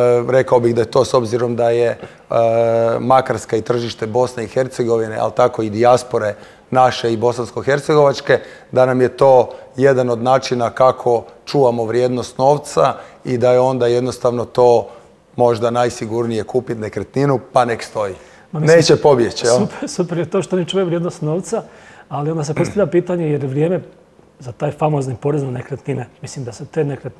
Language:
Croatian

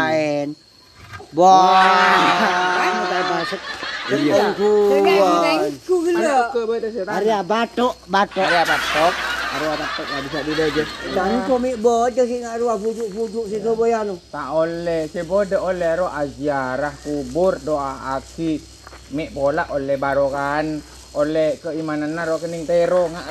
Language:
Madurese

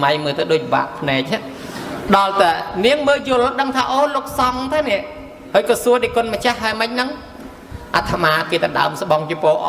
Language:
Khmer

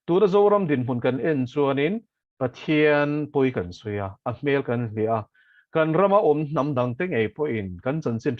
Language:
Mizo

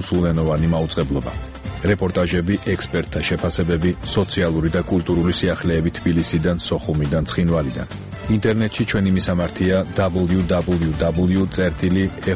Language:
Georgian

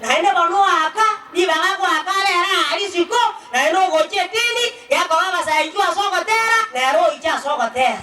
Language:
Gusii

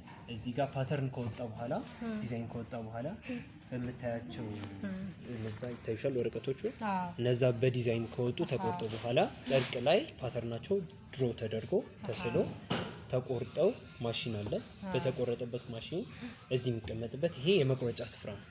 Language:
Amharic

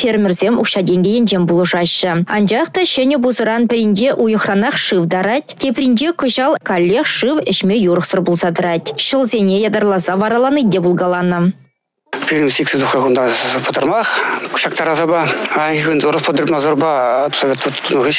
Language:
Chuvash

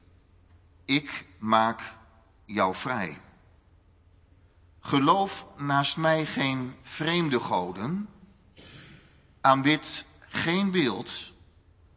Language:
Dutch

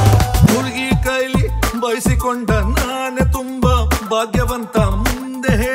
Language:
Kannada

